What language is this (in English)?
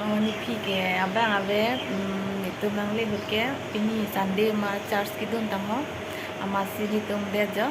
Karbi